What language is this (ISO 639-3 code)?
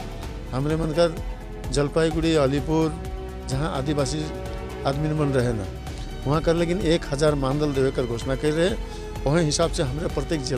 sck